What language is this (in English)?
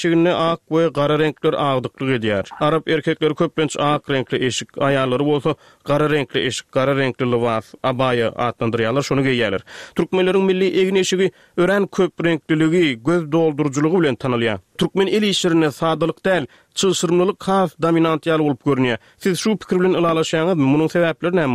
Turkmen